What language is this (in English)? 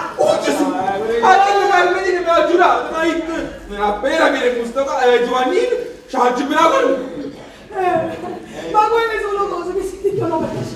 Neapolitan